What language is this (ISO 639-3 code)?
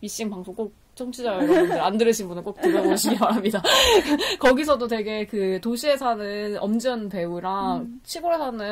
kor